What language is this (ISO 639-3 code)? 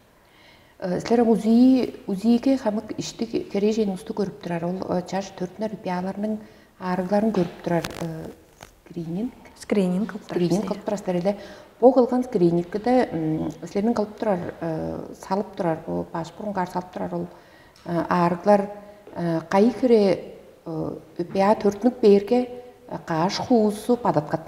tyv